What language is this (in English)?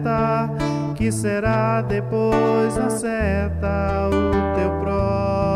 Portuguese